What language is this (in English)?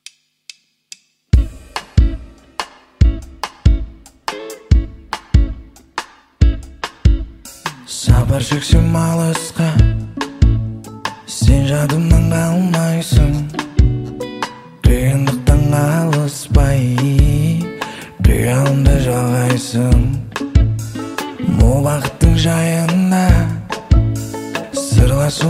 Kazakh